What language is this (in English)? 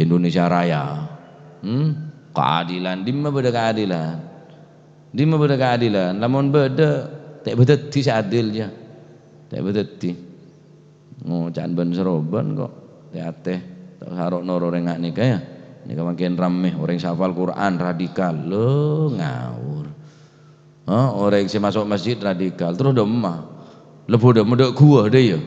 Madurese